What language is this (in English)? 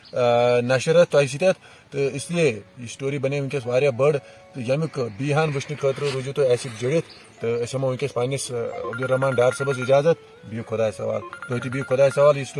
Kashmiri